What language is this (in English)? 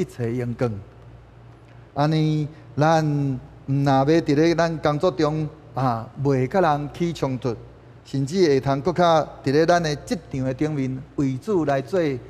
Min Nan Chinese